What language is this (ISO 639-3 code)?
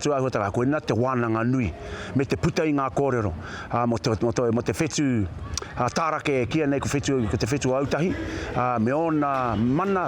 mri